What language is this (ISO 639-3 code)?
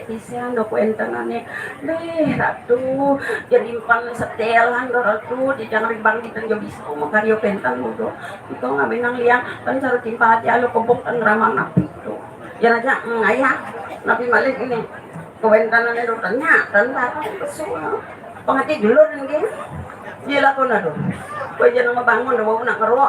ban